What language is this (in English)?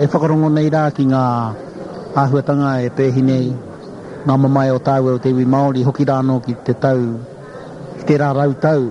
Māori